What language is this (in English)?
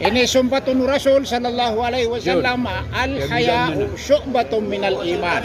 Maranao